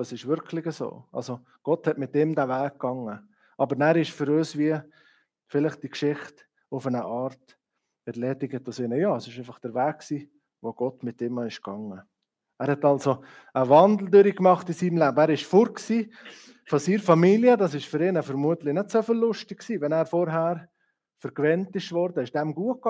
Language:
Swiss German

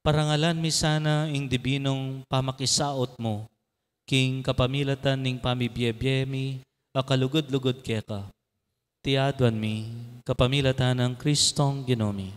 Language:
Pampanga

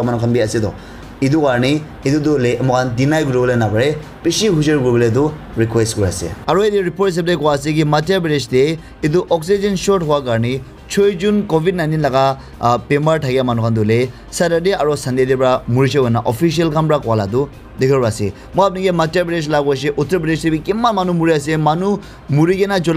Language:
Naga Pidgin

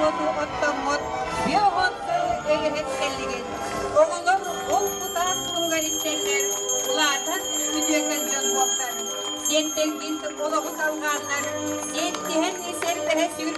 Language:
Yakut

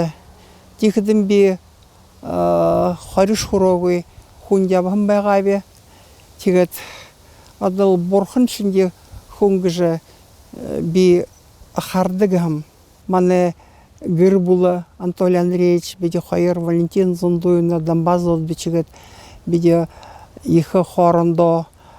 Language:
Buriat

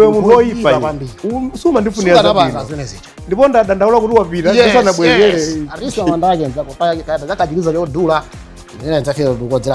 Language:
Nyanja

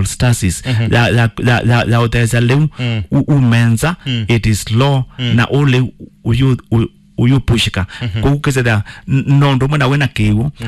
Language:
Kamba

